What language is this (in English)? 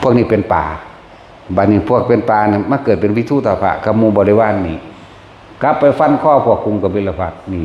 Northeastern Thai